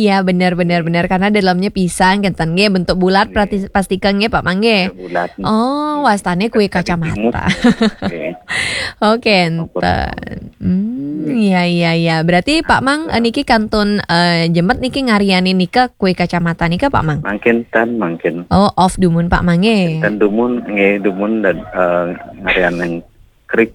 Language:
Balinese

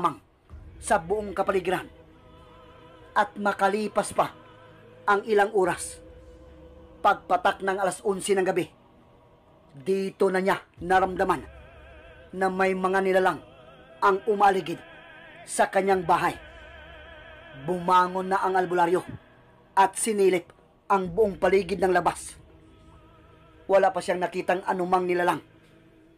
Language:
Filipino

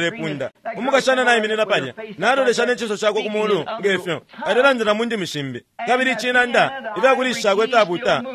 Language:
Bemba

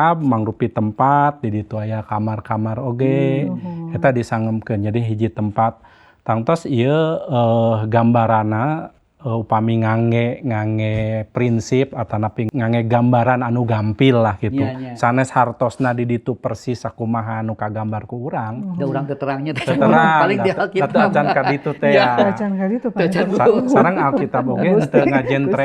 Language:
Sundanese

